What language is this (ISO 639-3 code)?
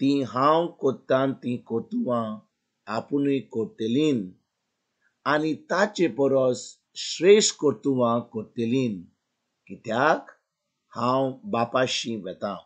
kok